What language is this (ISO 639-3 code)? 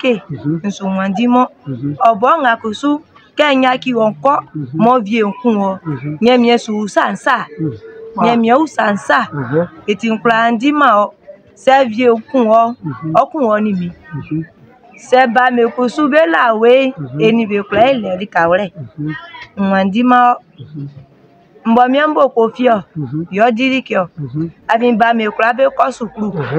bci